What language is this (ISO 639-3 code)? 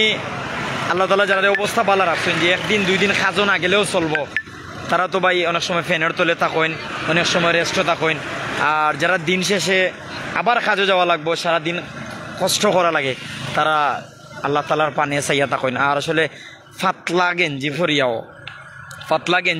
syl